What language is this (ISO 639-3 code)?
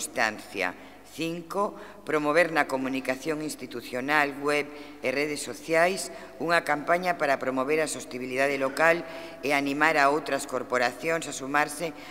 glg